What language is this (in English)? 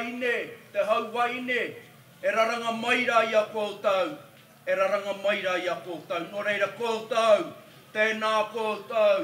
Māori